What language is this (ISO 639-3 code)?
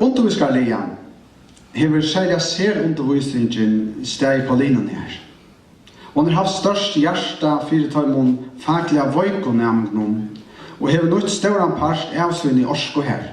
fao